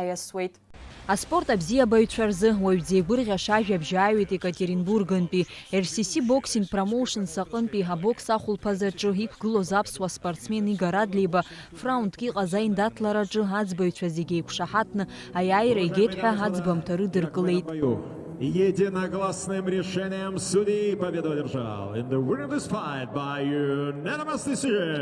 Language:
Abkhazian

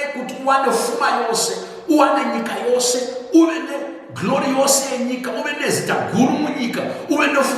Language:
Shona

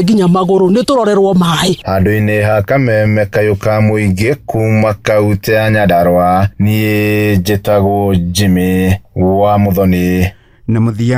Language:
Kikuyu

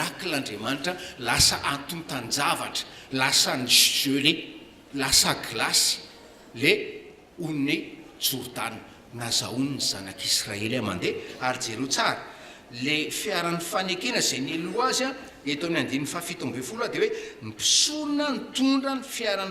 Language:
Malagasy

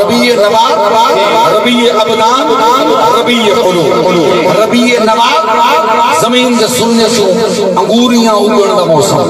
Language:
Saraiki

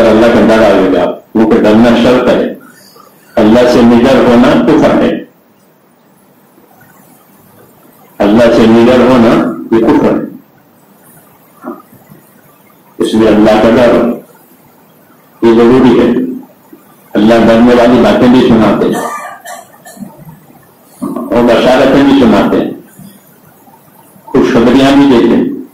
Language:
Urdu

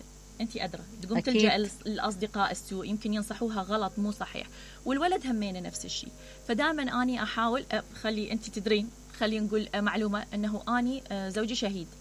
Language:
Mesopotamian Arabic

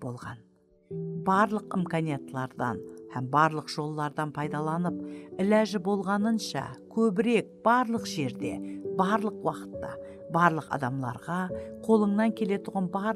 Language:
Kara-Kalpak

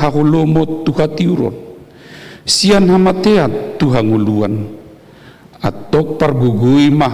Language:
Batak Toba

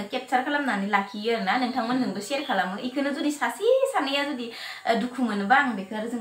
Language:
Bodo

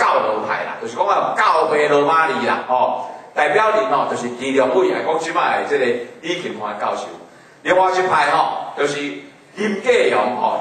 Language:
Min Nan Chinese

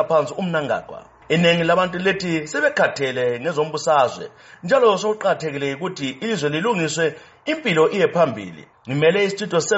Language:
North Ndebele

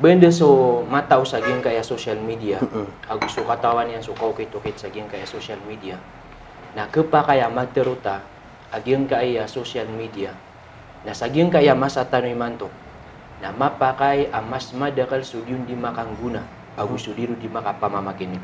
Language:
Maranao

